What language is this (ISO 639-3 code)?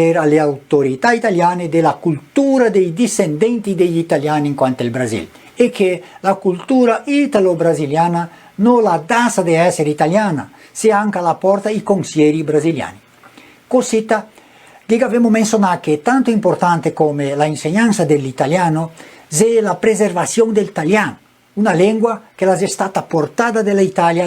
vec